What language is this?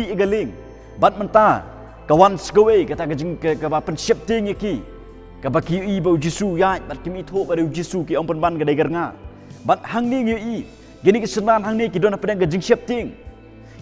Khasi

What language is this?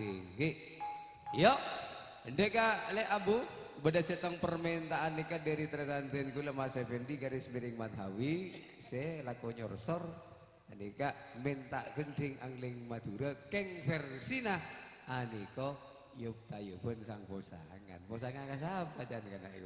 Madurese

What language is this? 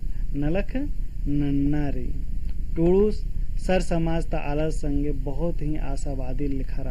Kurukh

